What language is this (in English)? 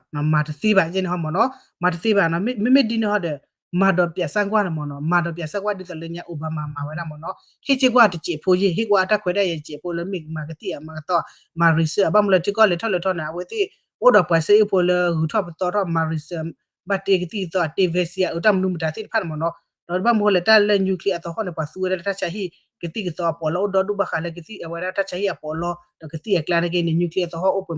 S'gaw Karen